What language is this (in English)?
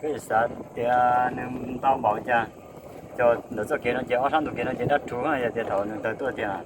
Hmong